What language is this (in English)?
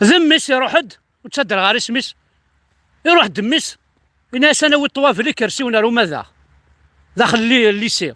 Kabyle